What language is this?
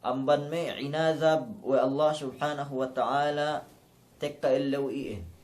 Yakan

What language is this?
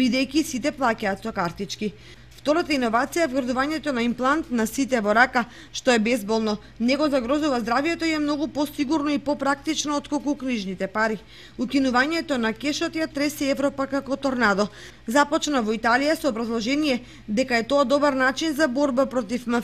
Macedonian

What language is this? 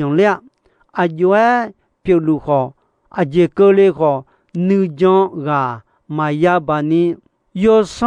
Akha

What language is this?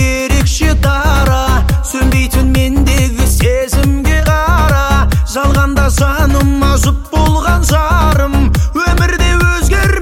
Kazakh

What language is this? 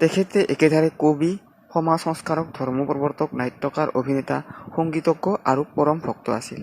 Assamese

